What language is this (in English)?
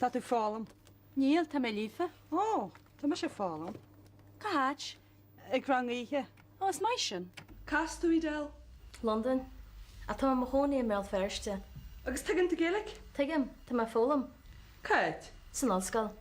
Irish